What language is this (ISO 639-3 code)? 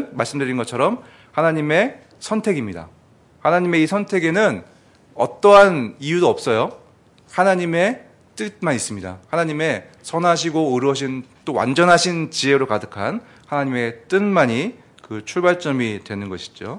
kor